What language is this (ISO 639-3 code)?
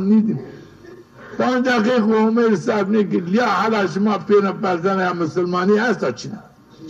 zza